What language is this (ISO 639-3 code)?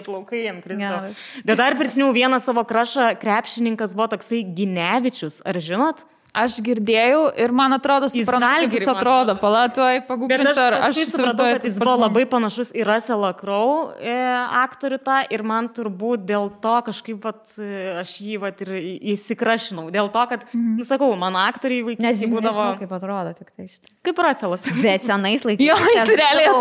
lit